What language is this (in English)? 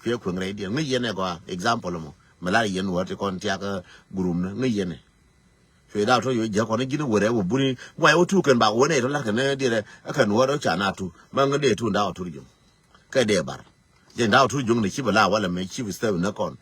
Nuer